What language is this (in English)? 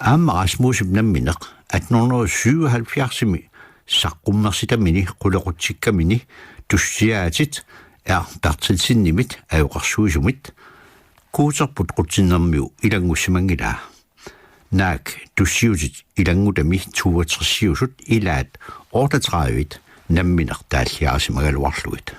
Kalaallisut